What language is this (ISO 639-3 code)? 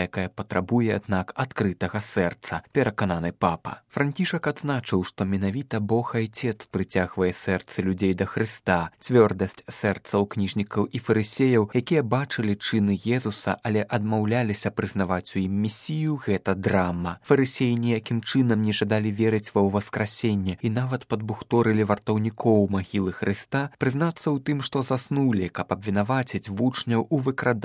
bel